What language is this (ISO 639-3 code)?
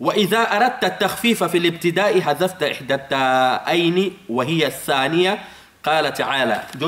ful